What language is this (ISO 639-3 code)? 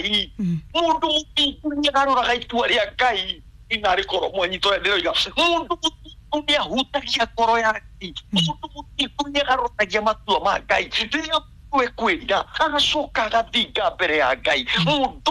kik